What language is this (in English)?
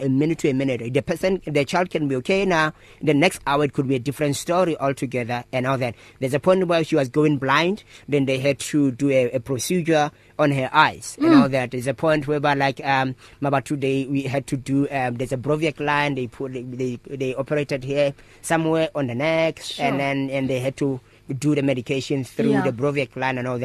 English